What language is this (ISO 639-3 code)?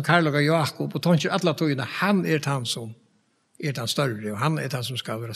fao